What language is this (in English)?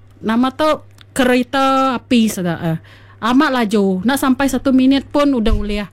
Iban